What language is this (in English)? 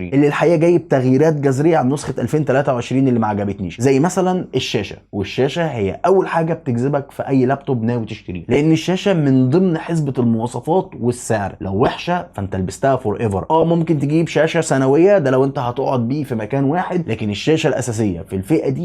Egyptian Arabic